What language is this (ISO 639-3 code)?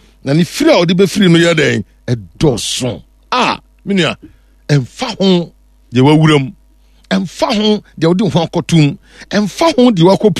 aka